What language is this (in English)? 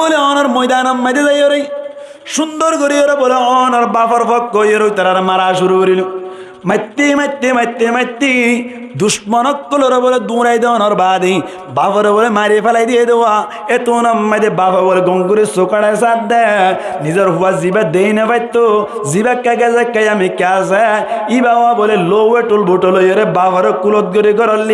Rohingya